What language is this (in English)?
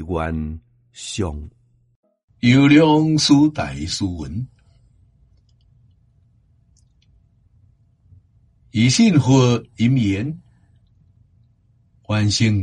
Min Nan Chinese